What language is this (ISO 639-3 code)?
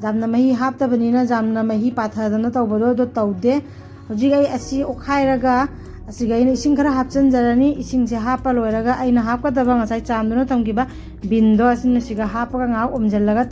mni